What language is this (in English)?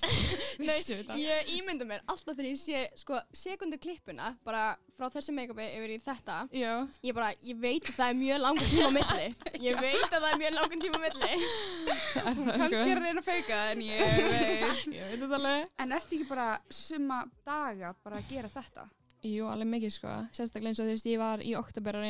Icelandic